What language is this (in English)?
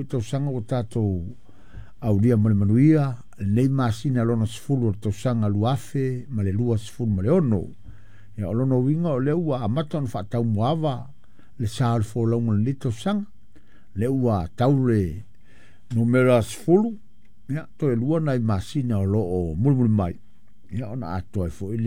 Samoan